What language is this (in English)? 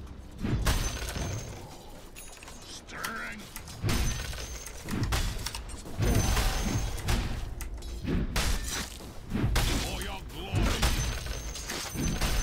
Persian